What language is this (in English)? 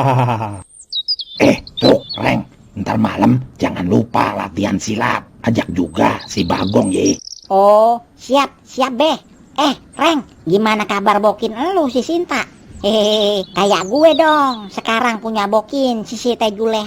Betawi